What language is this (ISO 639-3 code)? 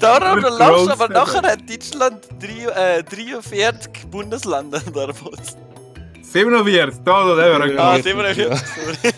gsw